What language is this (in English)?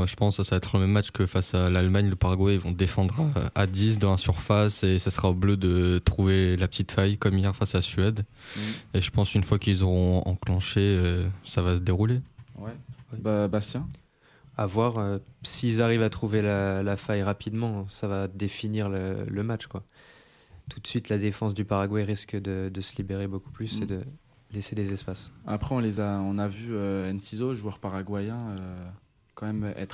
French